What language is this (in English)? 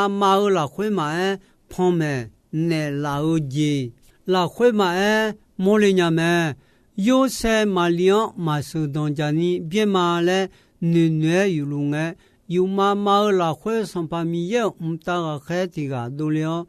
Akha